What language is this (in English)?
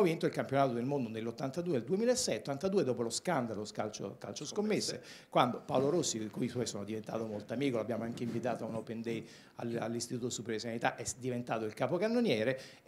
Italian